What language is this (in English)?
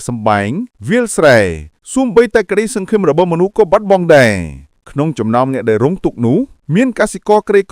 Khmer